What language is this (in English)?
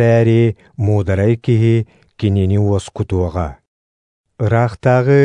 Yakut